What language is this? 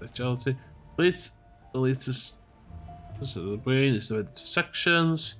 Welsh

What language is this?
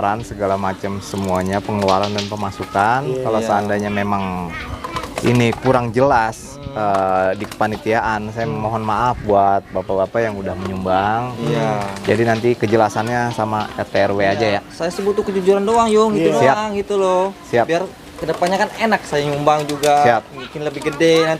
Betawi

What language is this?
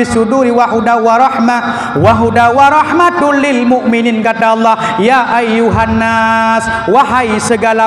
Achinese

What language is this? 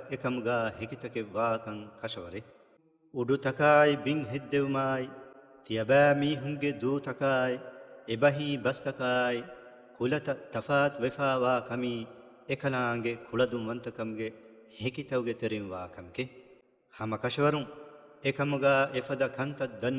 Divehi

